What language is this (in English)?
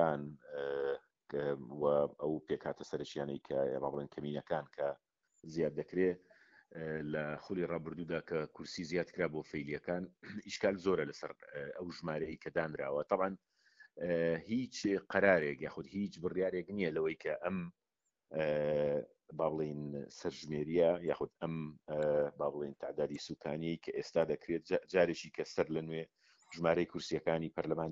Central Kurdish